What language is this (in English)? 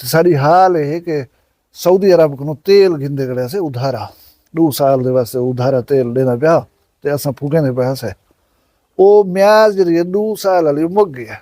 Saraiki